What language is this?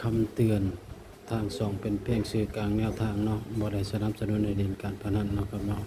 Northeastern Thai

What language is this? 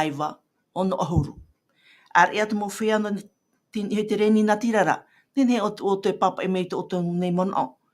Tahitian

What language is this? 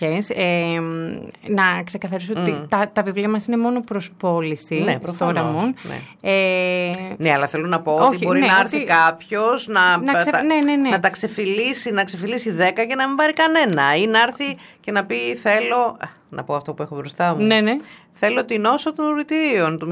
Greek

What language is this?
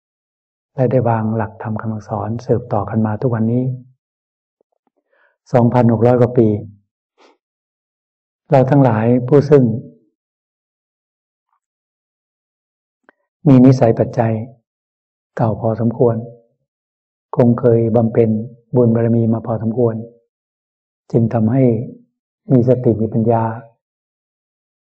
Thai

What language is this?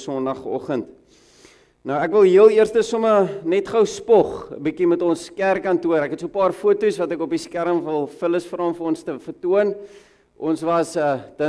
Afrikaans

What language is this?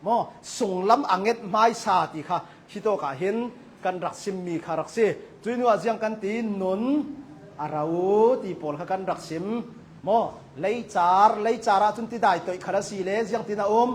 Hakha Chin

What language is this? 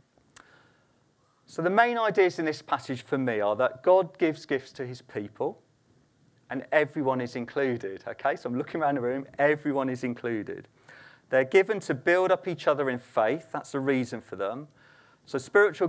English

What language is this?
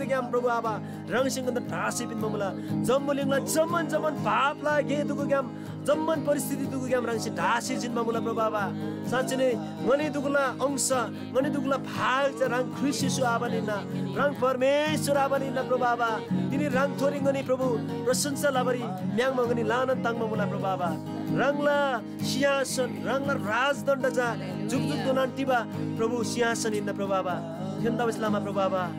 Eastern Tamang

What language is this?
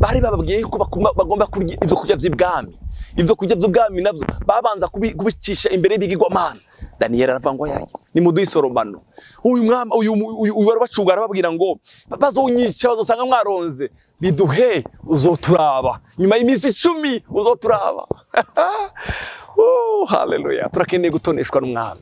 Rundi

